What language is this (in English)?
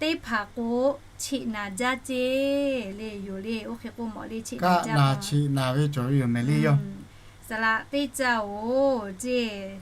Lahu